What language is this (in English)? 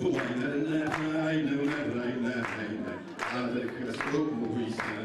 Adyghe